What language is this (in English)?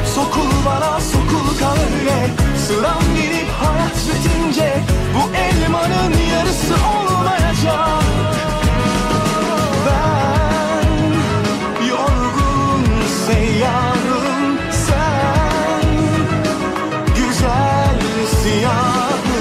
Turkish